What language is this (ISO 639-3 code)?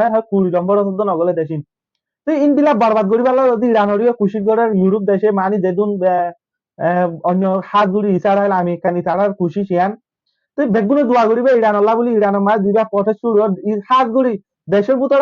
rhg